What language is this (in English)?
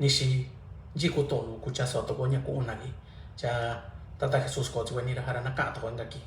Mixtepec Mixtec